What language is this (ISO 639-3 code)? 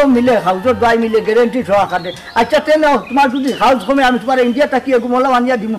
syl